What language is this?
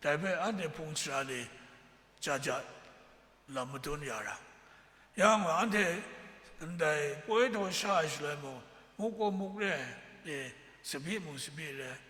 Kachin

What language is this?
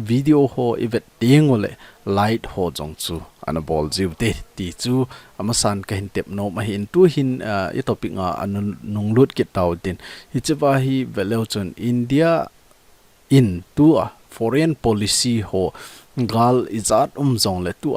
Thado Chin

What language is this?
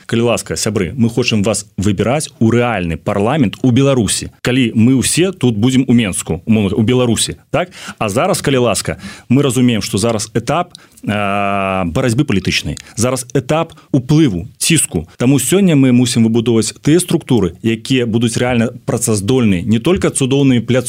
Belarusian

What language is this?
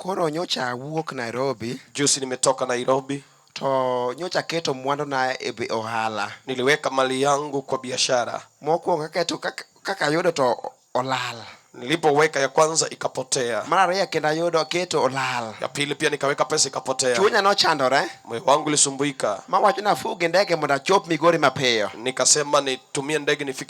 Luo (Kenya and Tanzania)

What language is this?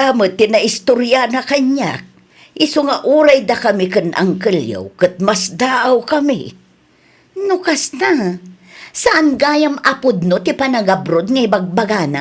Iloko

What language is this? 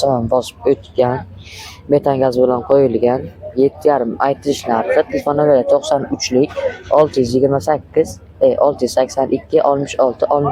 Uzbek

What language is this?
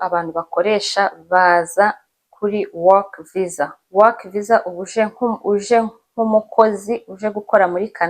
Kinyarwanda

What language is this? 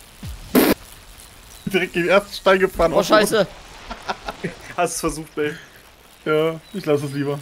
German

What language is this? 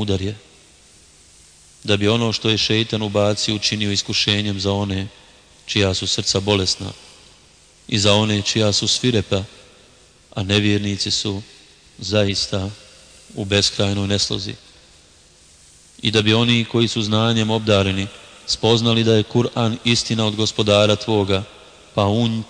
Bosnian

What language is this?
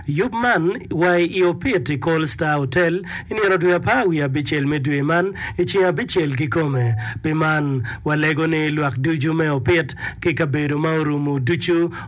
Acoli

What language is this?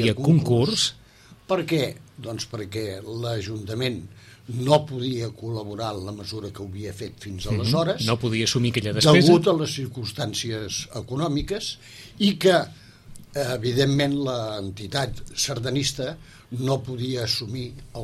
Catalan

